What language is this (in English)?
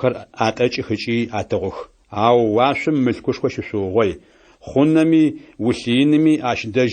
Adyghe